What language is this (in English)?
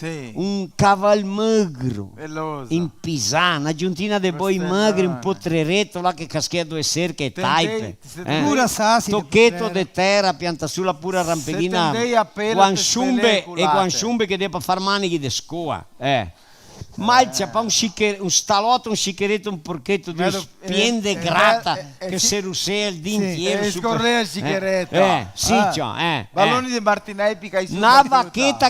Venetian